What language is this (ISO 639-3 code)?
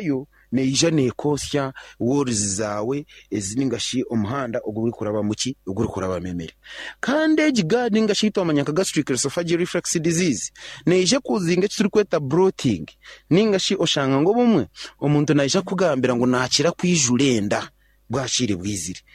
nyn